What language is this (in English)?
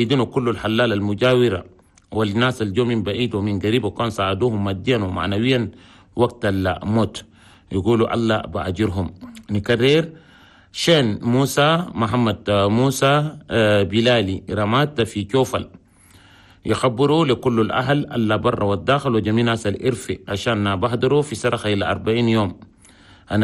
Chadian Arabic